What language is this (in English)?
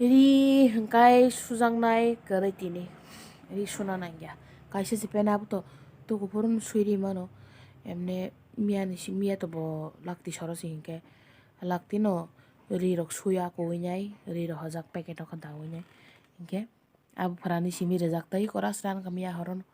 Kok Borok